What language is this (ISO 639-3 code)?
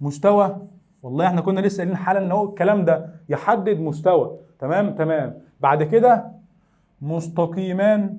arz